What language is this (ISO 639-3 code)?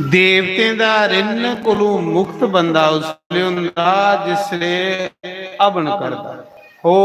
doi